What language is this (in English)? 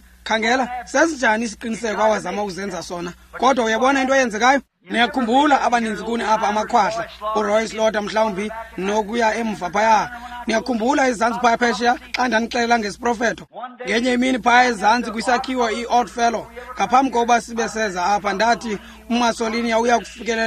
Xhosa